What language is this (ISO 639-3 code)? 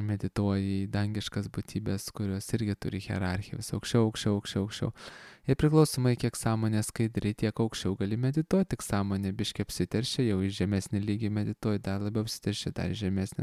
lit